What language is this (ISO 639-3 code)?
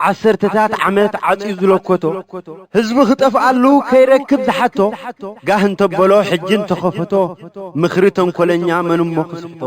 tir